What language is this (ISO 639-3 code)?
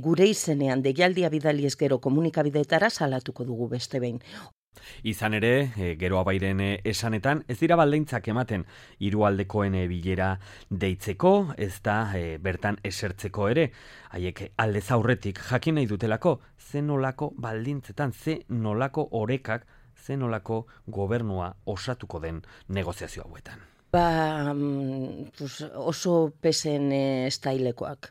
eus